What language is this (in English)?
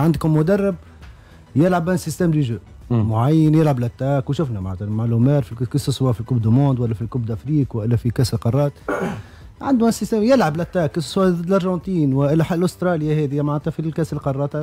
Tunisian Arabic